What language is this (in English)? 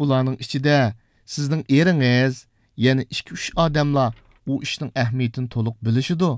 Uyghur